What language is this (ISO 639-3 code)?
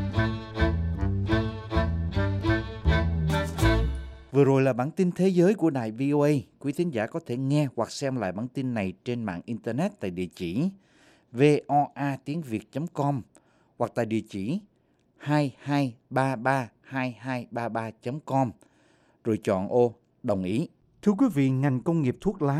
vie